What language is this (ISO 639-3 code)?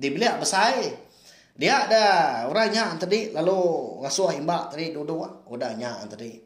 iba